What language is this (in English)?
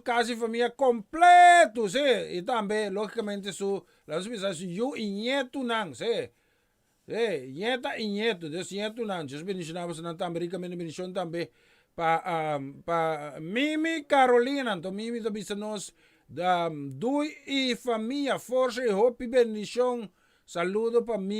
Papiamento